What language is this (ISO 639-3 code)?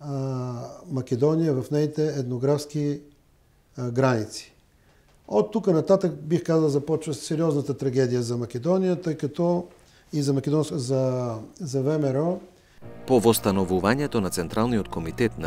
mkd